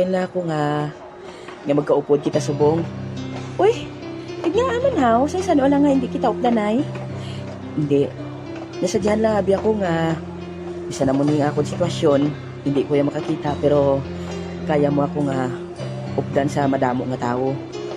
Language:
Hiligaynon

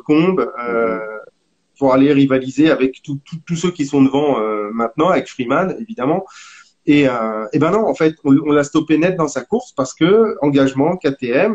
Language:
French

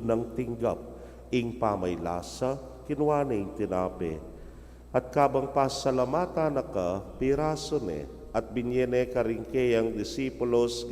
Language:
Pampanga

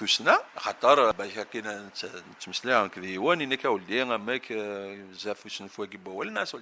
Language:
Kabyle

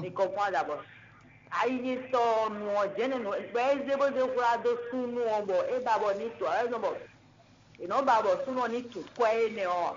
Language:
Fon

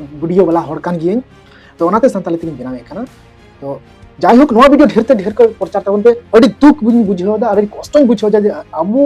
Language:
Santali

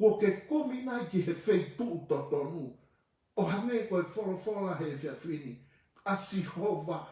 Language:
Tongan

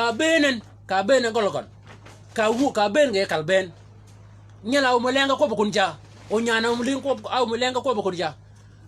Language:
Shilluk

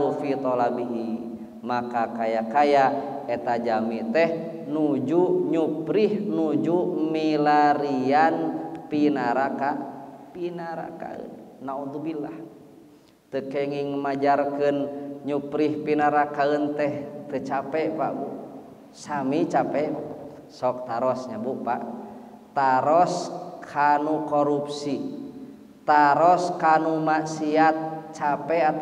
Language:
Sundanese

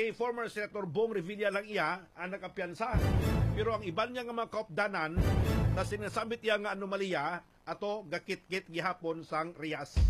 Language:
Hiligaynon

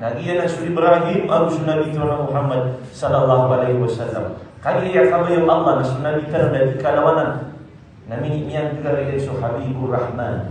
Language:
Maranao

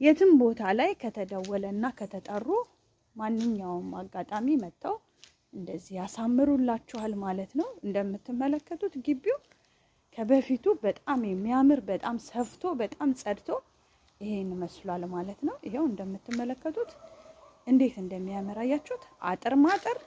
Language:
Amharic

